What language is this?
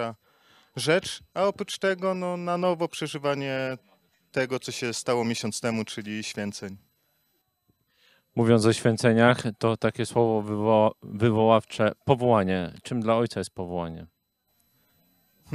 Polish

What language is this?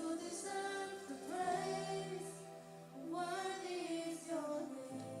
Marshallese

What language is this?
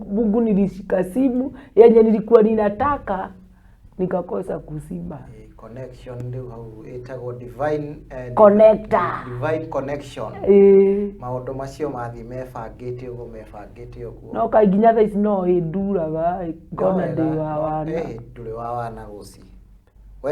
Kikuyu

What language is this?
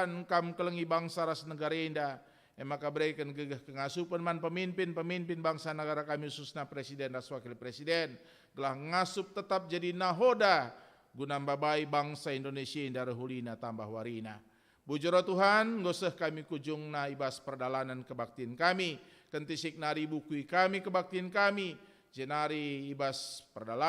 Batak Karo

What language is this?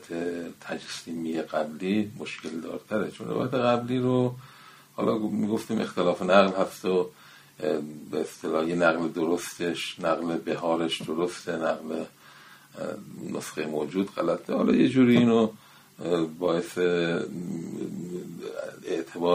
Persian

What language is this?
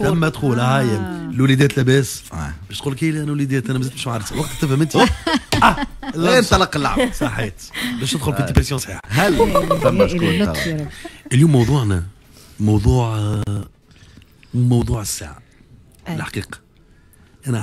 Tunisian Arabic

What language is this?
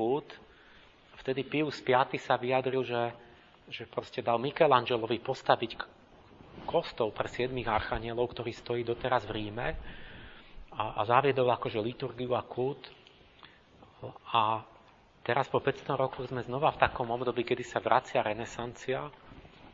Slovak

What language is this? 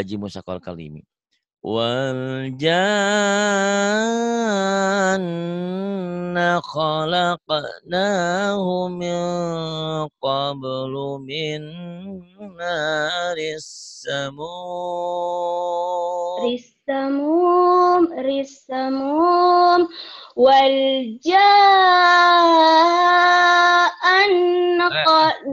Indonesian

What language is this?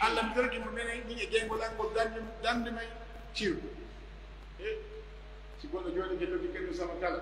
Pular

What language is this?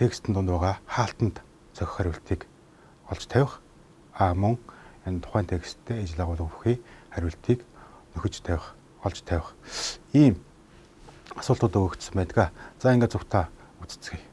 Mongolian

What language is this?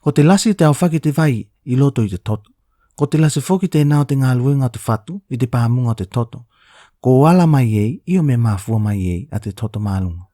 Tuvalu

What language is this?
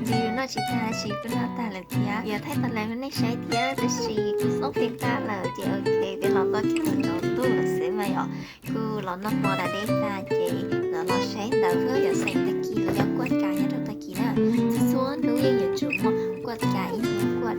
Hmong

